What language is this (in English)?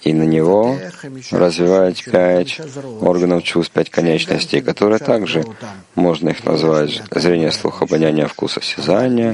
Russian